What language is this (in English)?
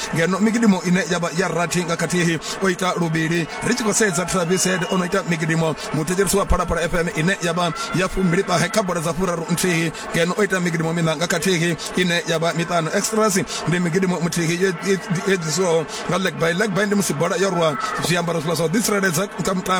Venda